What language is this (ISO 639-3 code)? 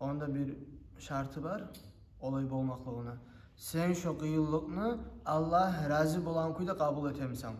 kum